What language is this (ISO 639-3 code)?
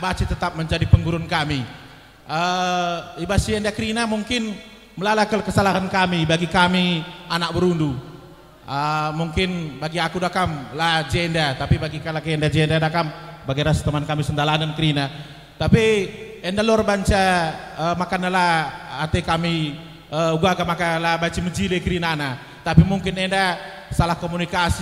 btx